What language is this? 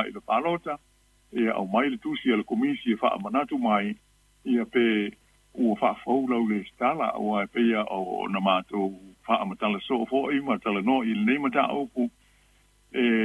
Samoan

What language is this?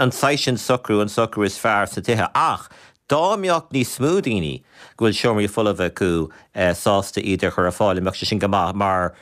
Irish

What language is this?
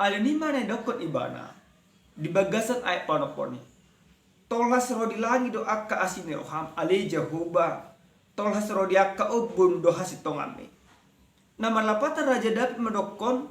Batak Toba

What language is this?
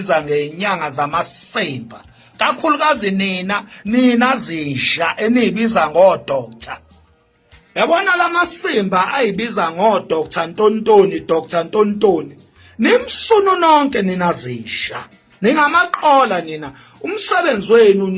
Zulu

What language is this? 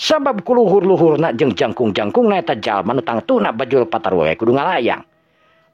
Sundanese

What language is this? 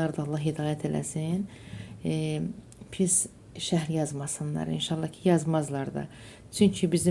Azerbaijani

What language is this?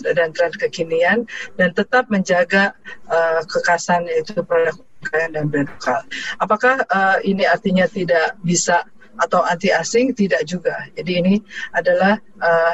Indonesian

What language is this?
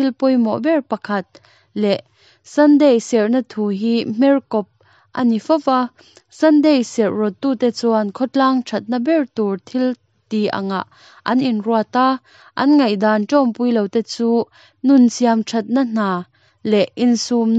Mizo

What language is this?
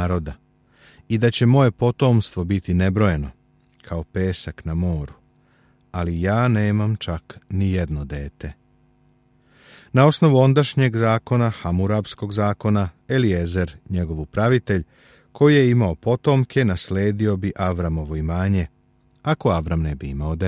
Serbian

